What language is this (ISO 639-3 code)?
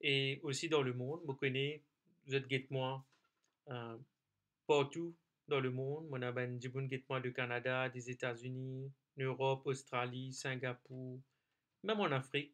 mfe